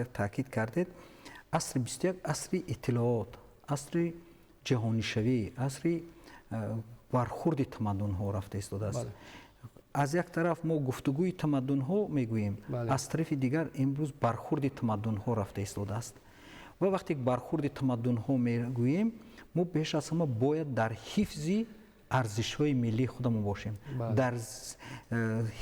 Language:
Tajik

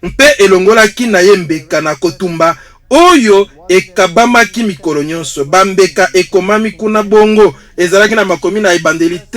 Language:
Lingala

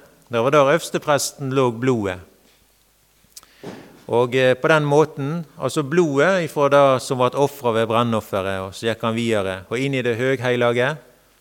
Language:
Norwegian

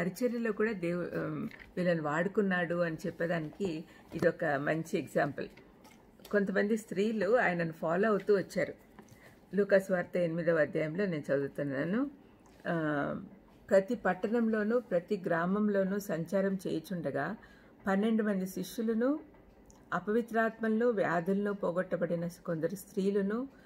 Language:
Telugu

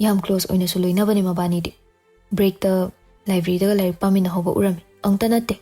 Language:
Manipuri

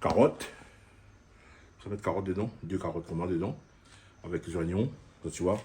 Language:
Réunion Creole French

